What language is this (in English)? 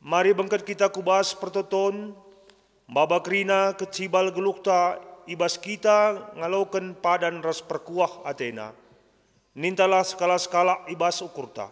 Batak Karo